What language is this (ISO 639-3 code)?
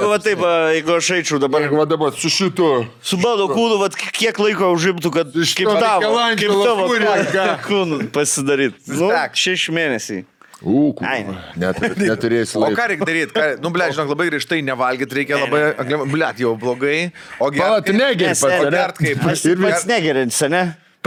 lit